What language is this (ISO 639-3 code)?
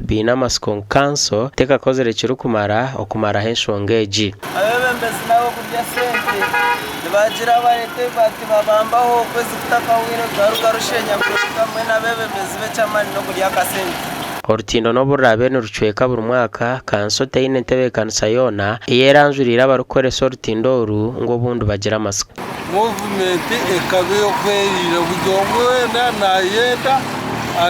nyn